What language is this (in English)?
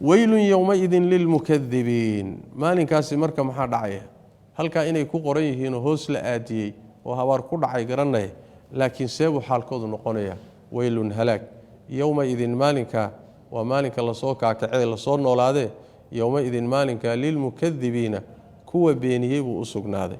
Somali